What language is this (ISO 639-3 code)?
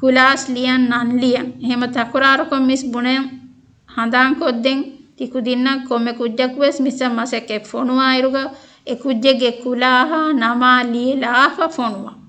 div